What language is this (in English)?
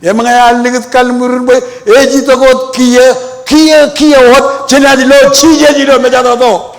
Marshallese